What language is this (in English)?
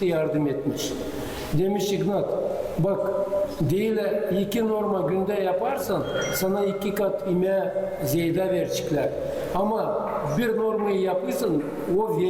Gagauz